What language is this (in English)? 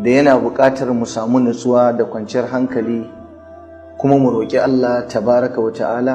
Hausa